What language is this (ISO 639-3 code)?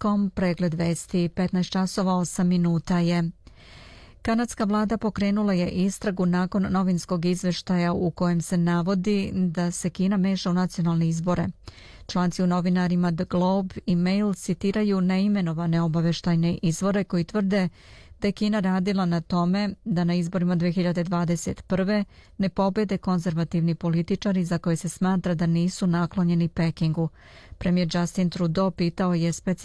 srp